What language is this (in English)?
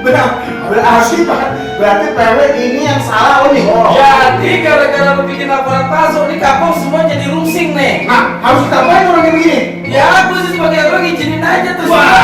Betawi